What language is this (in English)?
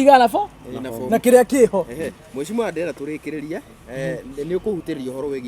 Kikuyu